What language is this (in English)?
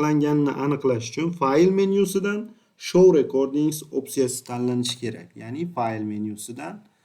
Uzbek